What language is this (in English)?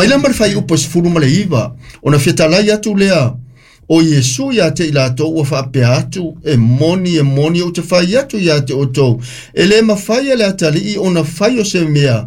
Samoan